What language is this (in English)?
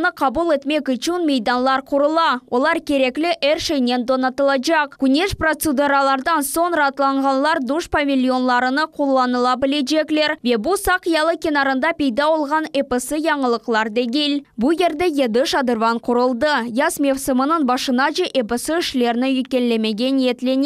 Crimean Tatar